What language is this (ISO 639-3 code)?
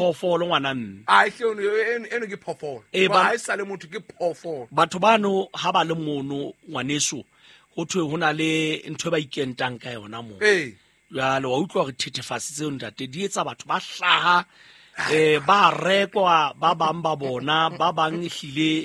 sot